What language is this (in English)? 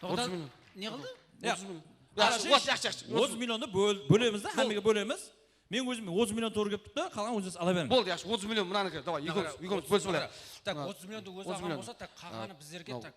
Kara-Kalpak